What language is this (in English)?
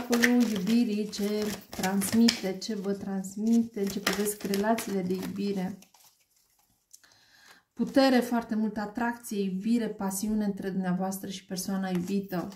Romanian